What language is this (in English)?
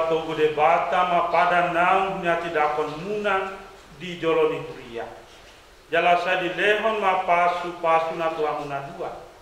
Batak Toba